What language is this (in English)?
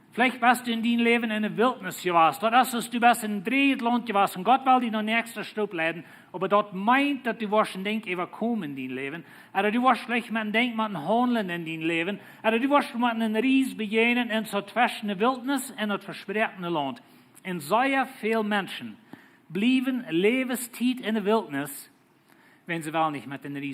Plautdietsch